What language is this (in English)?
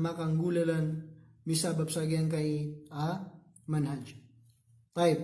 Maranao